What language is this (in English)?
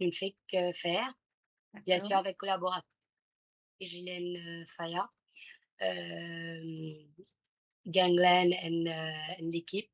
Morisyen